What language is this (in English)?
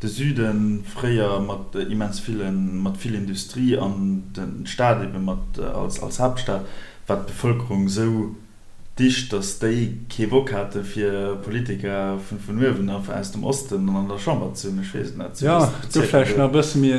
Luxembourgish